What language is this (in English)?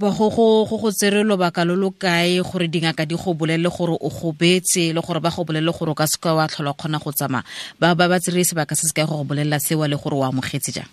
Tswana